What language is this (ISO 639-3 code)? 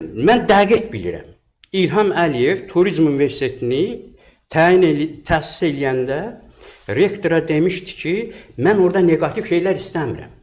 aze